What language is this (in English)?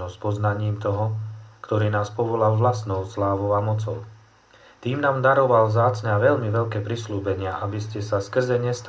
Slovak